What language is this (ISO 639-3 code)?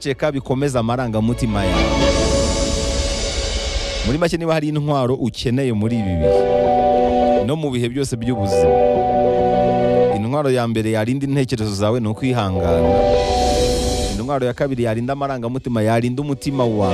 kin